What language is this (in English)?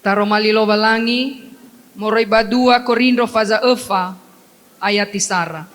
Nias